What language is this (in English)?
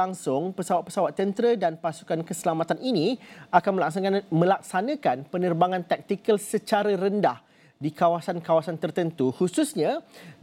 Malay